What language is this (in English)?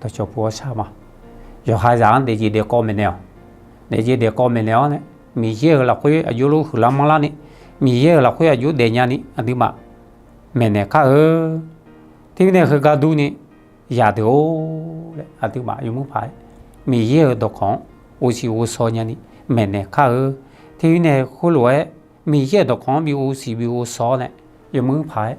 Akha